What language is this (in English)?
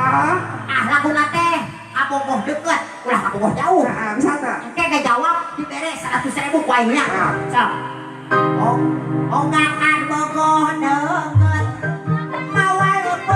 Sundanese